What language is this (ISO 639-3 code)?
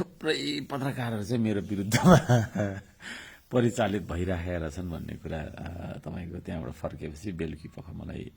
nep